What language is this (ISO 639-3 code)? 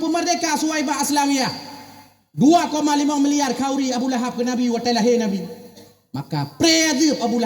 ace